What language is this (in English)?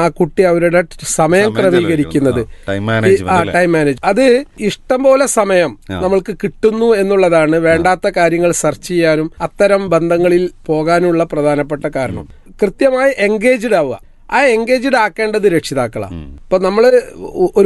Malayalam